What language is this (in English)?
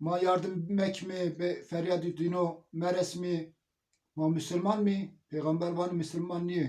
Zaza